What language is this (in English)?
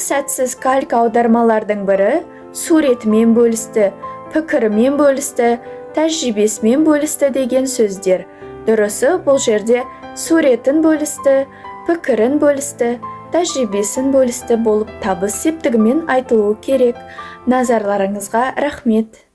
Kazakh